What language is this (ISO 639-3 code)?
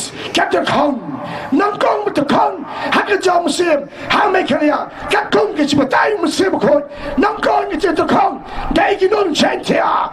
kha